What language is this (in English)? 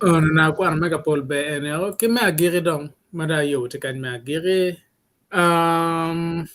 Acoli